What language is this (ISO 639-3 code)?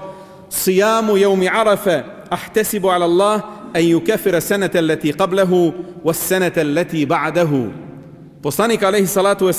bos